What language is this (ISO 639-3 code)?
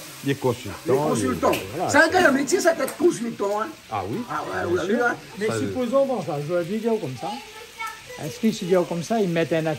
rcf